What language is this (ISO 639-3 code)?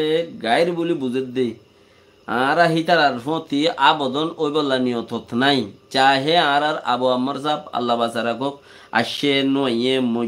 rhg